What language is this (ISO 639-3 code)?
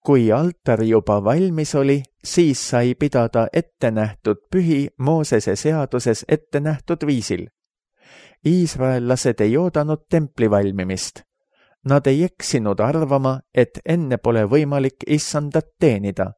est